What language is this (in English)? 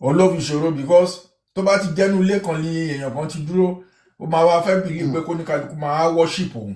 Yoruba